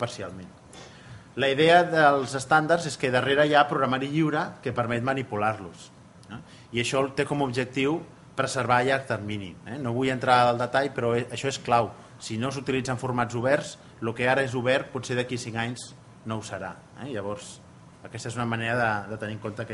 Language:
Catalan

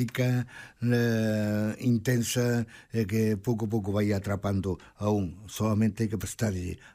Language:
Galician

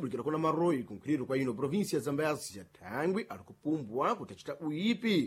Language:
Sena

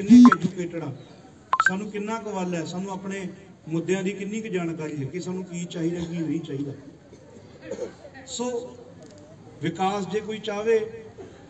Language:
Punjabi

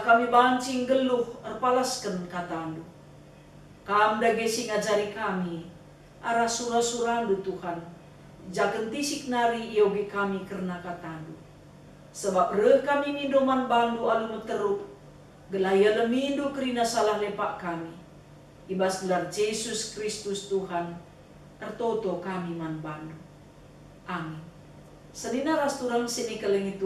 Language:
Batak Karo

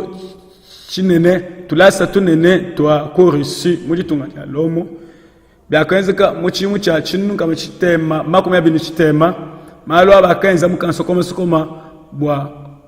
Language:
Luba-Lulua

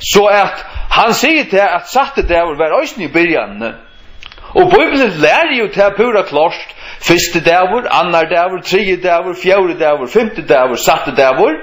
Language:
Faroese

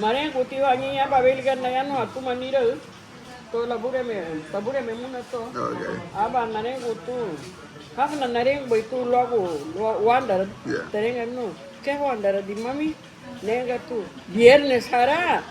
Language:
Garifuna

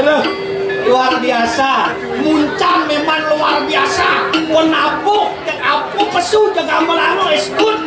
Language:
Balinese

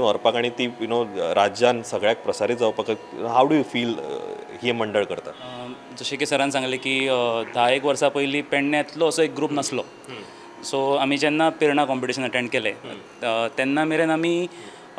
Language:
Konkani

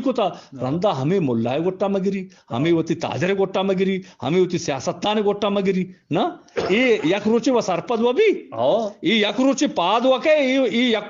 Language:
Eastern Balochi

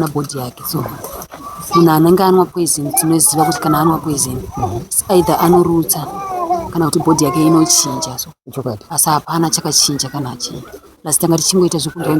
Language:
Shona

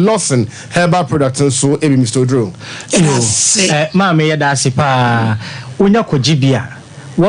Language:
Akan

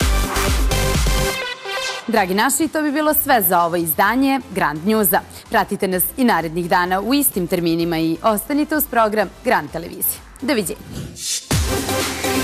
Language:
Serbian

